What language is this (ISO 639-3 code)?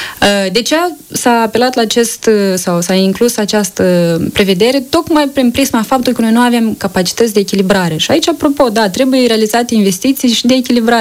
ron